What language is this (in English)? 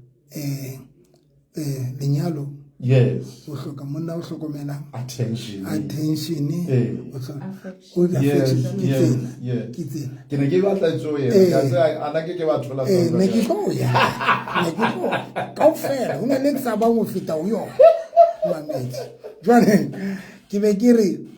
Southern Sotho